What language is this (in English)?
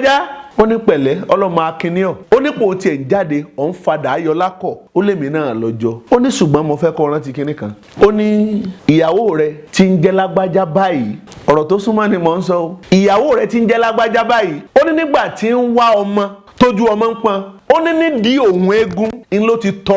Yoruba